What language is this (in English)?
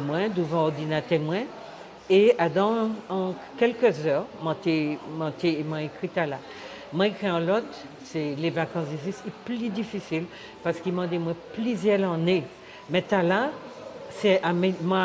Guadeloupean Creole French